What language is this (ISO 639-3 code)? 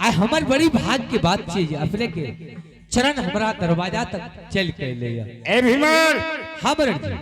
anp